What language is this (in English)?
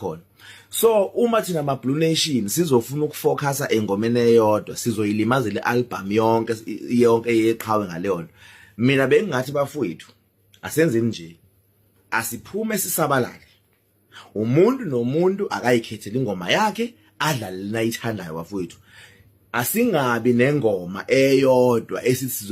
Zulu